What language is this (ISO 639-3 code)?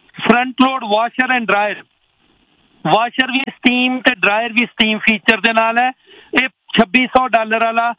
pan